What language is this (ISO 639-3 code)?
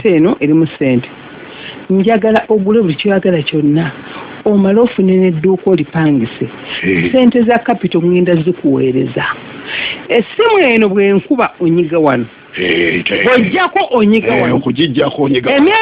lug